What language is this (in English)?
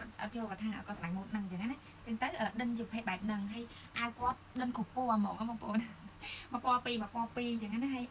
Khmer